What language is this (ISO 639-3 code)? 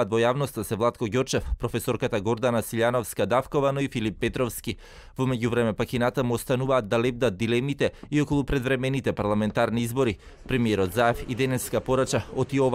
mkd